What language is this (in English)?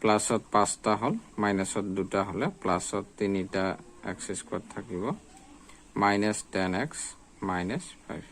Assamese